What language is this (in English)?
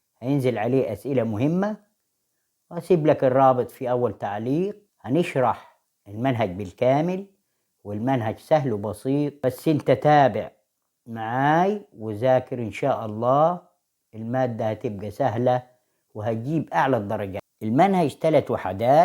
Egyptian Arabic